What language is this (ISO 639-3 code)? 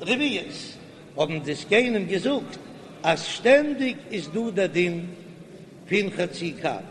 yid